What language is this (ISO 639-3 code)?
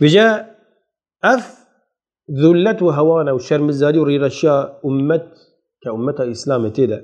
kur